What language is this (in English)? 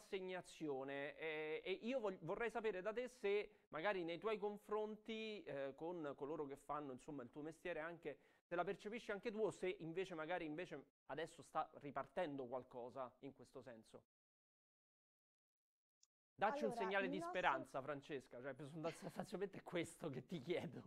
Italian